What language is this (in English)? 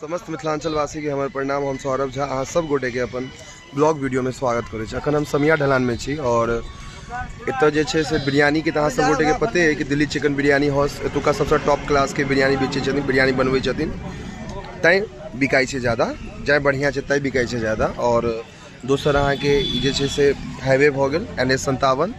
Maithili